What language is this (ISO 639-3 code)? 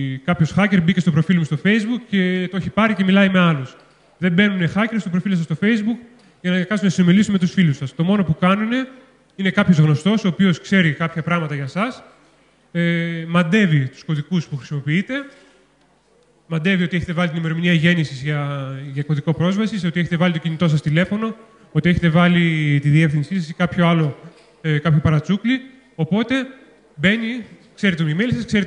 ell